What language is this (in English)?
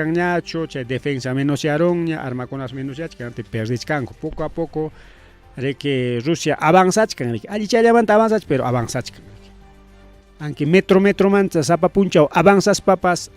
Ayacucho Quechua